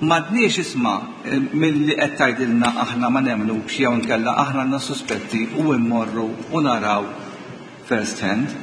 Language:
Maltese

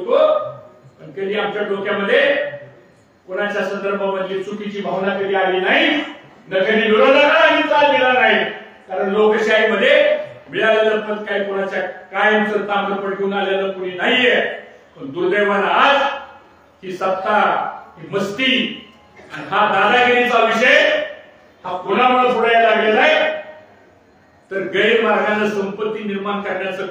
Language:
Marathi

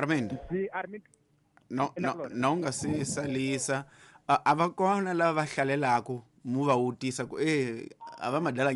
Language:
Tsonga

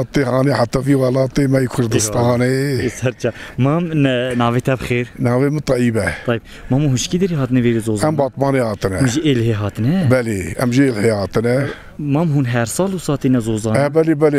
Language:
Kurdish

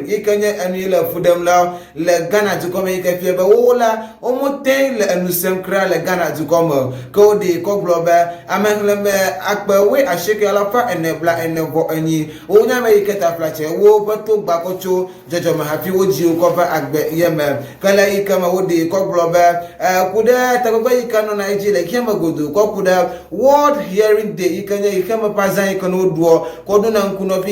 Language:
Ewe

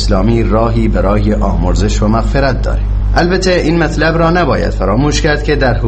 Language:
Persian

